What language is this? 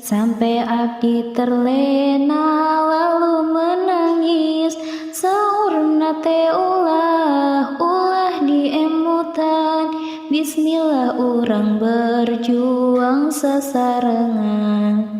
Sundanese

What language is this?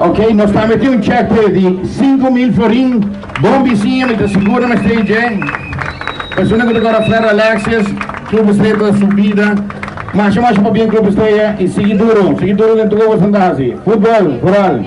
Papiamento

